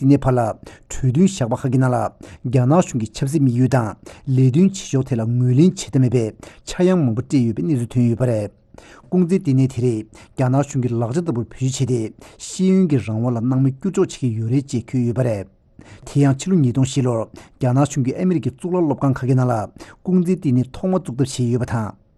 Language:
Tibetan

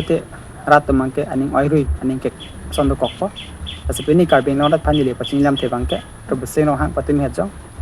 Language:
Karbi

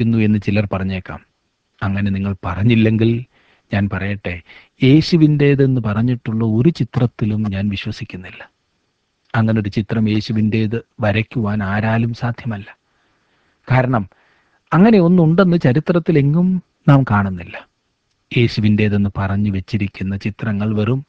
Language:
Malayalam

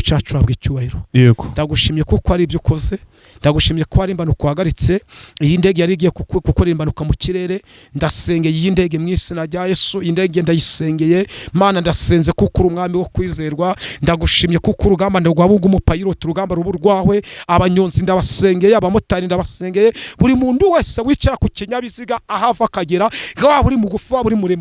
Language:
Kinyarwanda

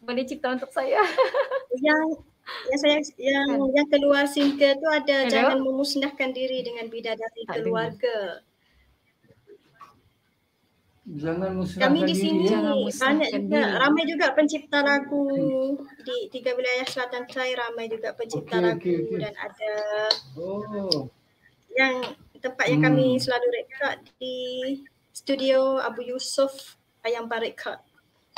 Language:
Malay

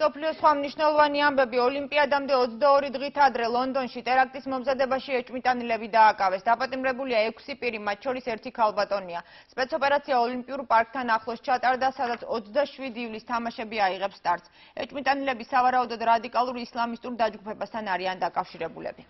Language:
Georgian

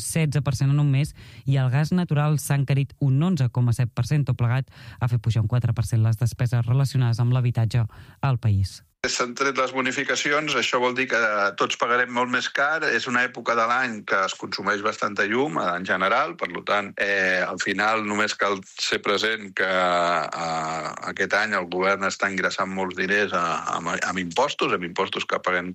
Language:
Catalan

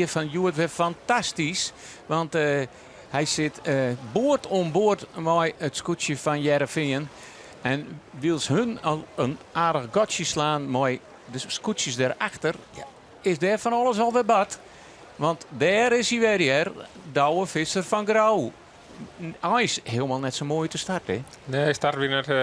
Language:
Western Frisian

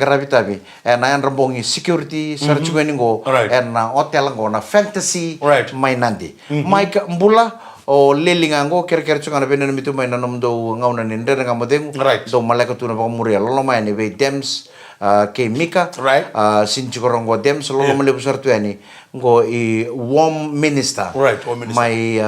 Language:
Fijian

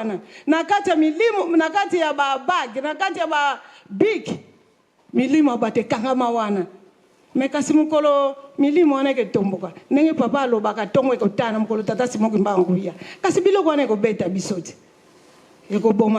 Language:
Lingala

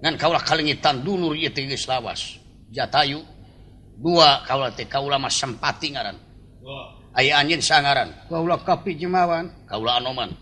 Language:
Sundanese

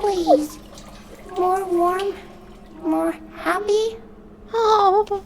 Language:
Swiss German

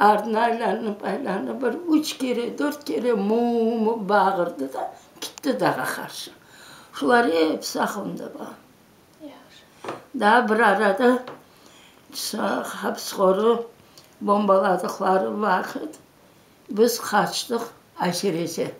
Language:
Crimean Tatar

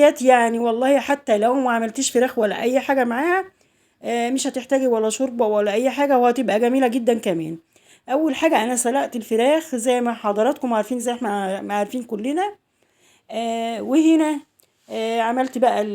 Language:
Egyptian Arabic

